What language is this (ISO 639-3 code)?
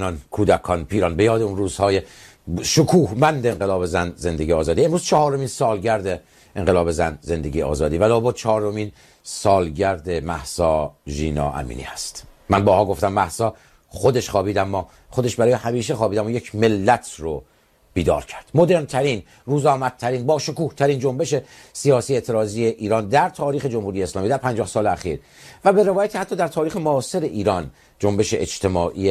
fas